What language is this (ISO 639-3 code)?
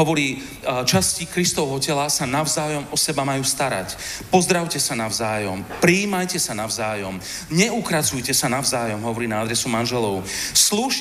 slk